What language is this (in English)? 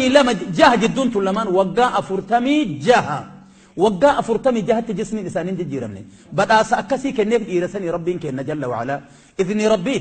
Oromo